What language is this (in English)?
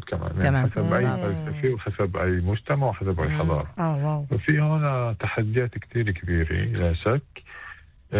North Levantine Arabic